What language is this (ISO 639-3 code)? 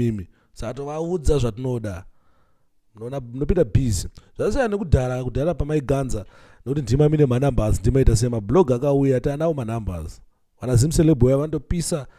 sna